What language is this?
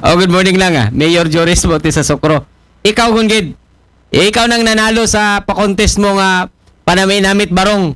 Aklanon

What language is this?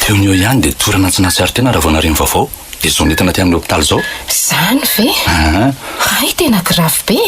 Malagasy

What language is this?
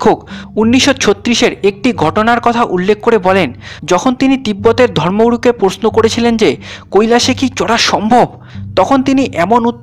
Bangla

